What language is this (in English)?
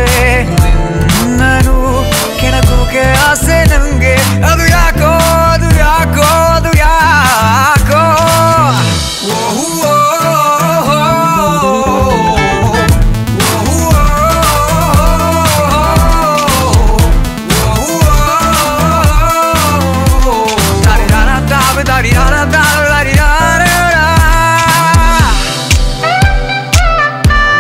Kannada